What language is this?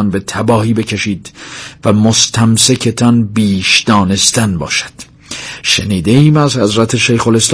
Persian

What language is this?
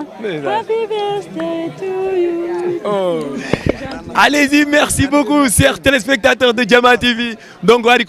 Fula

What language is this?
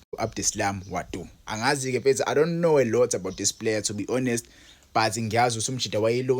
Zulu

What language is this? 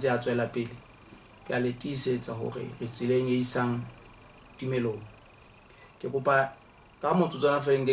Southern Sotho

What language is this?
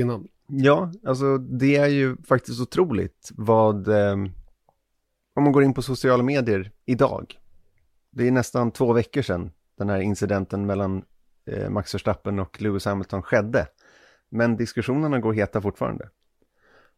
Swedish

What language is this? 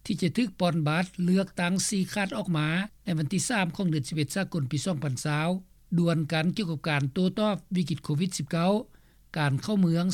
Lao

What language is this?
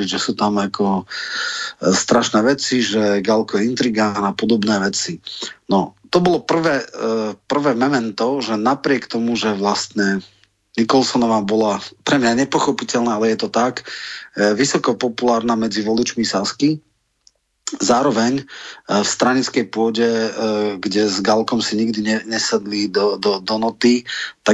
Slovak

